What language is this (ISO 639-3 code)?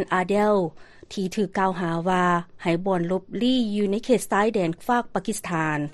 lao